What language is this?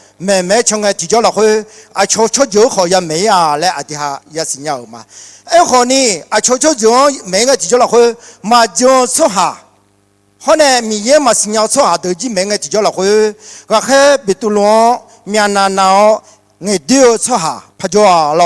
Akha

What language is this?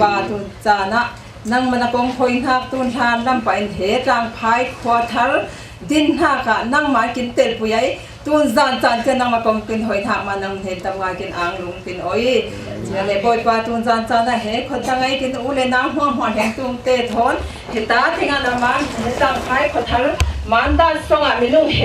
Falam Chin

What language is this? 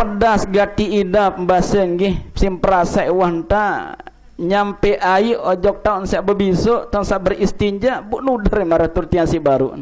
Sasak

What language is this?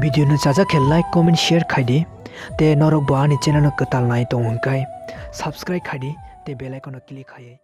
Kok Borok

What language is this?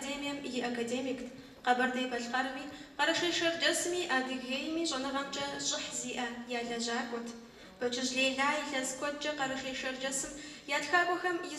Kabardian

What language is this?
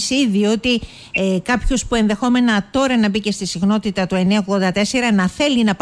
Greek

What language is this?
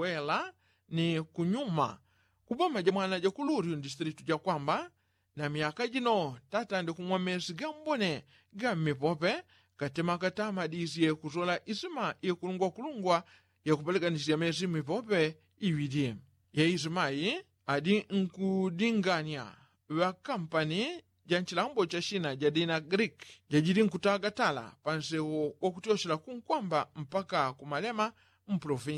Yao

